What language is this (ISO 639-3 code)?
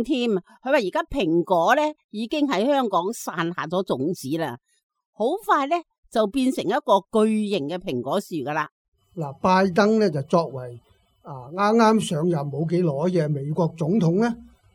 yue